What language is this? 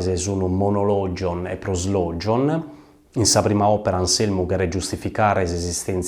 Sardinian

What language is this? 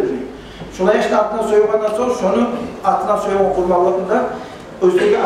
Kumyk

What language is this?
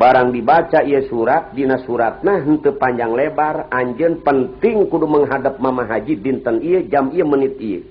Sundanese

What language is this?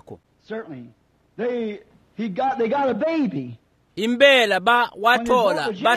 Swati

